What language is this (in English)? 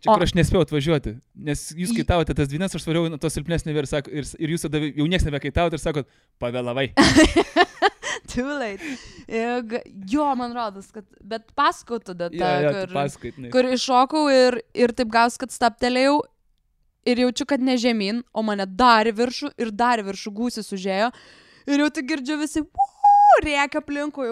Lithuanian